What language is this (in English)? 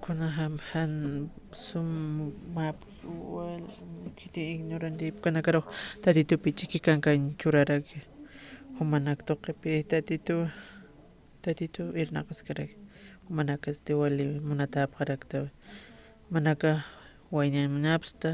Aymara